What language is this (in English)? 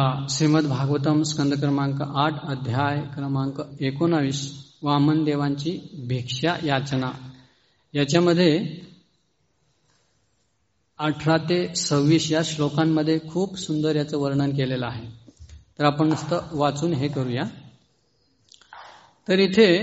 Marathi